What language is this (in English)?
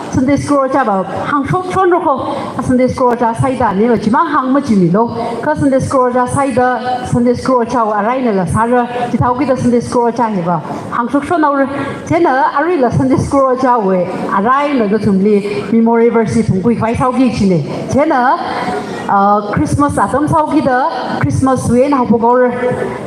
Tangkhul Naga (India)